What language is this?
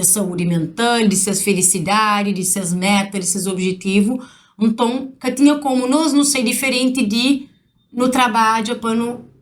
Kabuverdianu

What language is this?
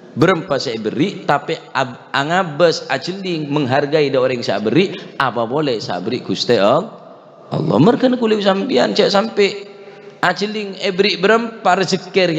Madurese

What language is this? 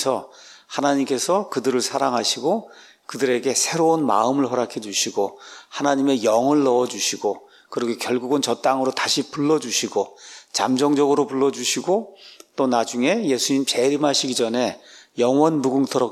Korean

